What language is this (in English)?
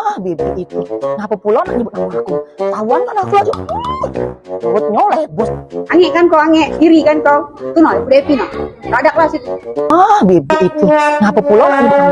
Musi